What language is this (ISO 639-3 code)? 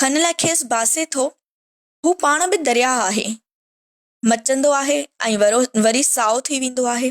snd